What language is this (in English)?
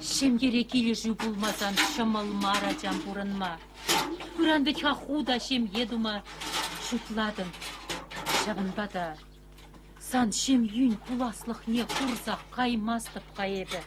Chuvash